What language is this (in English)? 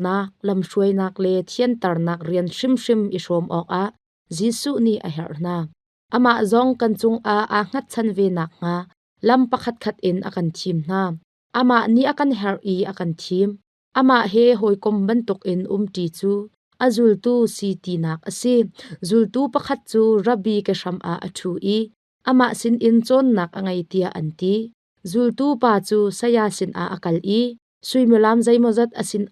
Hakha Chin